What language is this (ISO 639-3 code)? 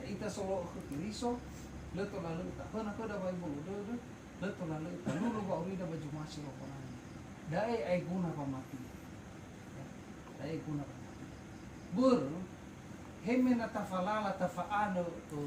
nia